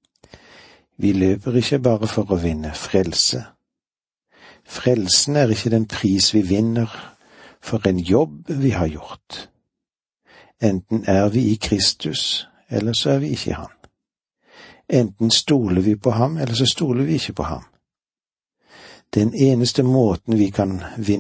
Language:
Norwegian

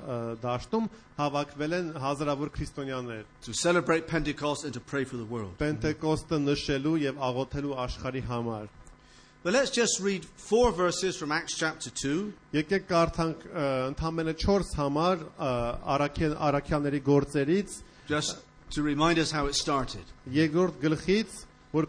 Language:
Armenian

